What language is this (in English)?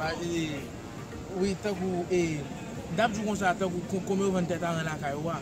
Haitian Creole